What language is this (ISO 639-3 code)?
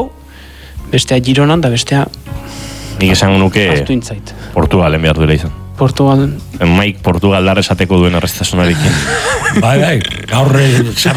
eus